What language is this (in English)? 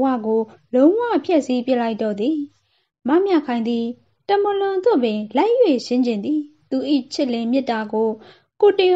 Burmese